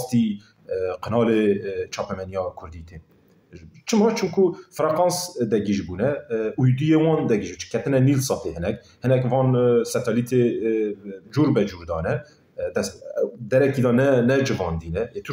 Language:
Kurdish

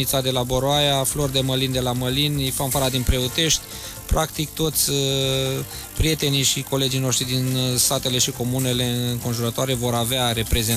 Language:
Romanian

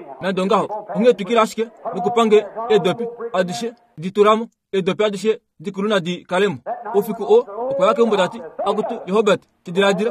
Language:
Kuanyama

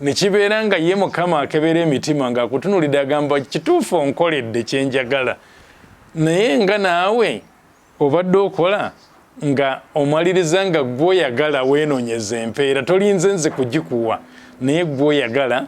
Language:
Ganda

